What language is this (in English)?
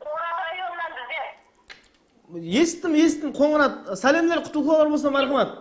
Kara-Kalpak